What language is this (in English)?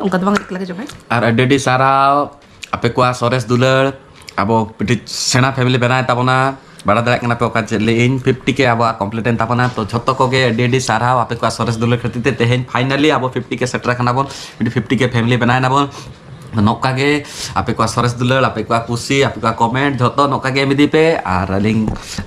Santali